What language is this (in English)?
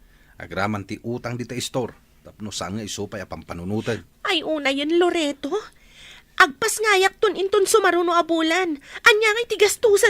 Iloko